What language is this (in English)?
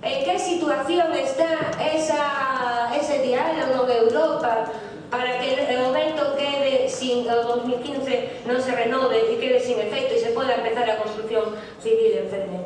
Galician